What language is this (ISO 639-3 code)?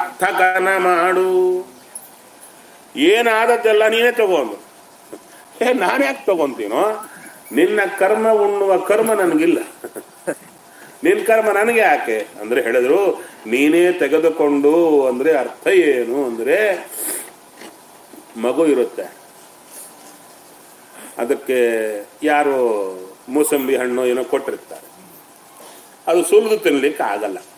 kan